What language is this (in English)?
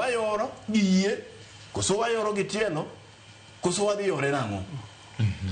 Luo (Kenya and Tanzania)